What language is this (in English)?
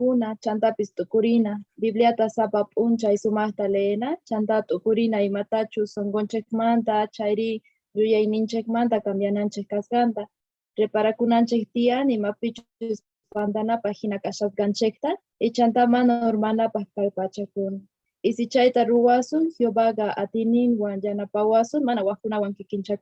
South Bolivian Quechua